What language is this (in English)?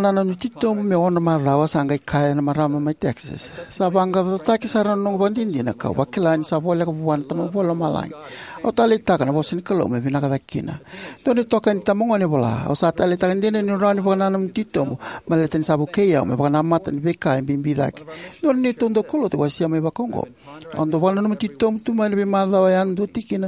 Fijian